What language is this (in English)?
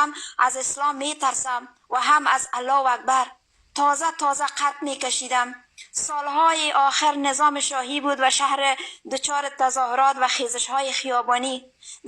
Persian